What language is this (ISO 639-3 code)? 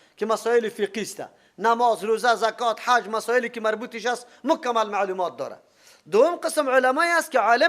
fas